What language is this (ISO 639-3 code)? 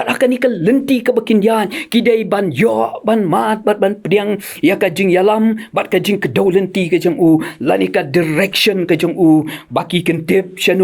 kha